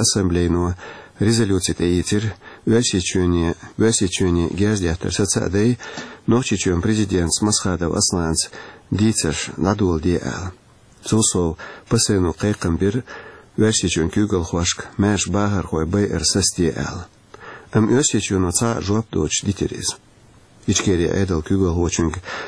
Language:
Chechen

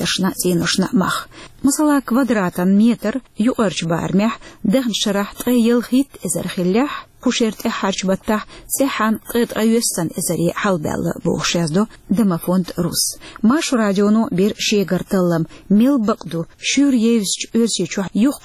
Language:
Chechen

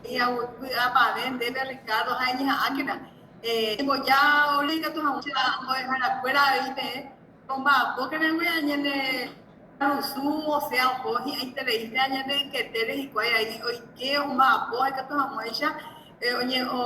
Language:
Guarani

